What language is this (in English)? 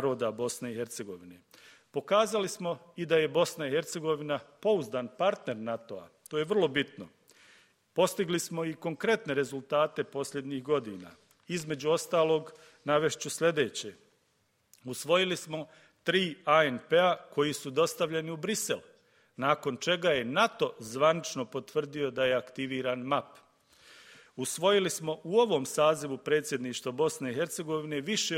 Bosnian